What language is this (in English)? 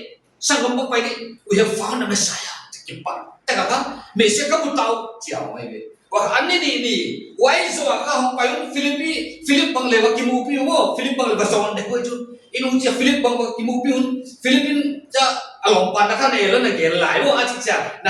Paite Chin